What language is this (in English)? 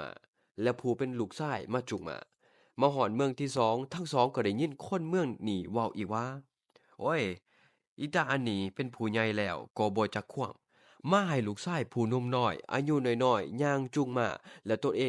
Lao